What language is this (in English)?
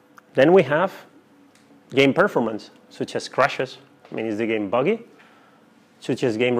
English